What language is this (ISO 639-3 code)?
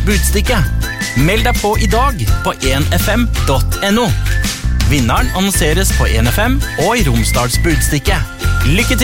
nor